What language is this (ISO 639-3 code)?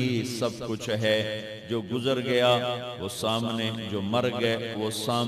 urd